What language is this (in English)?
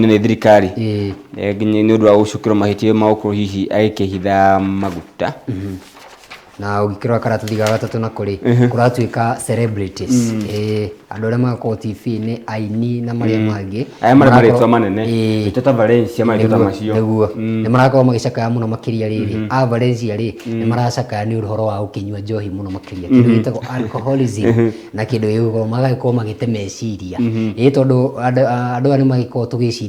Kikuyu